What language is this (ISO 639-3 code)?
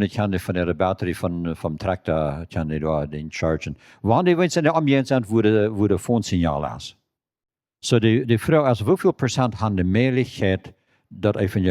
pdt